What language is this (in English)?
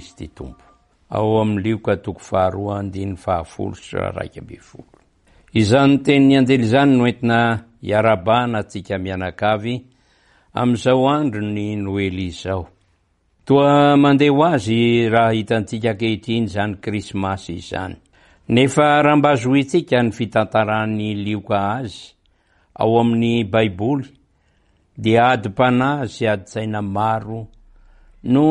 Malagasy